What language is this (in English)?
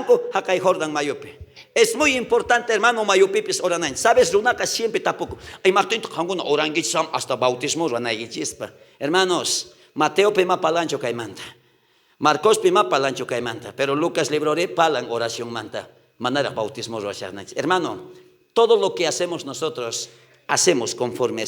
South Bolivian Quechua